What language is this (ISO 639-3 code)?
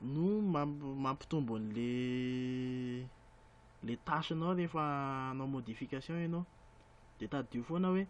mlg